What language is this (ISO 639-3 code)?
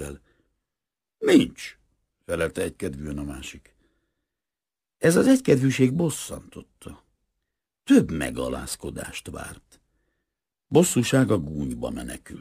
hun